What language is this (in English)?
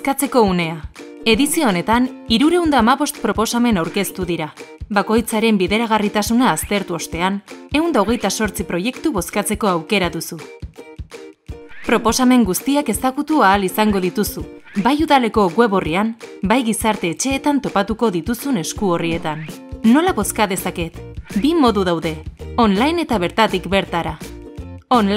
Basque